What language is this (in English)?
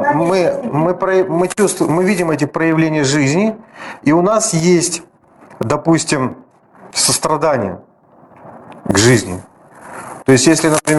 Russian